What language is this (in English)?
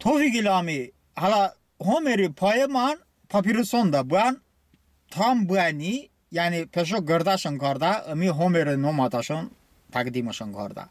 Talysh